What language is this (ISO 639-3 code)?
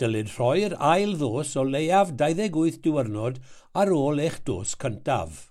cym